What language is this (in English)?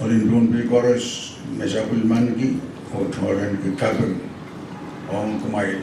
Pohnpeian